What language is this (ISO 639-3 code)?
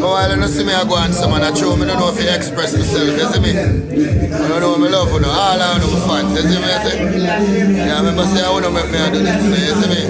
jam